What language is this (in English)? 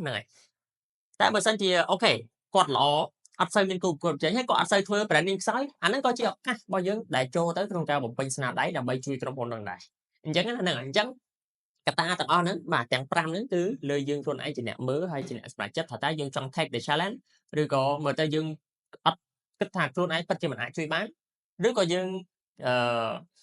Khmer